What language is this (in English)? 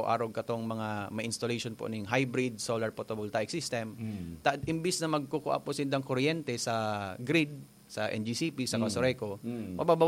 Bikol